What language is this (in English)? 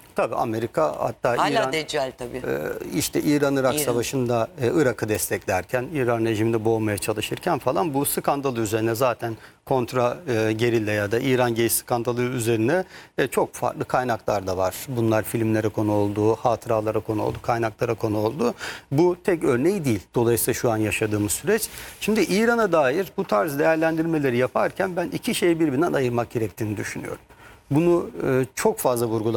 Turkish